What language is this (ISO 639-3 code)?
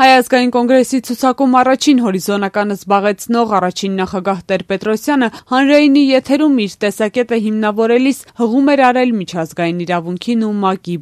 hye